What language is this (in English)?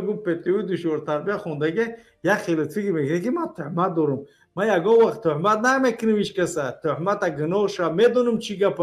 Tajik